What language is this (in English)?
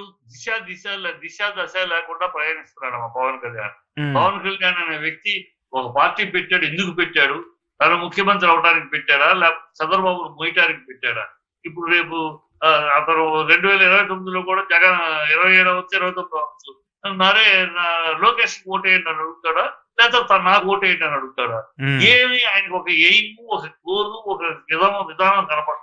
Telugu